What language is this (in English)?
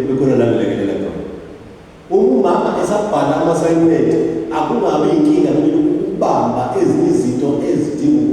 Zulu